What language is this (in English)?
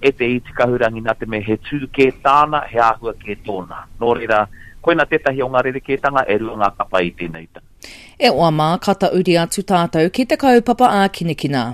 Māori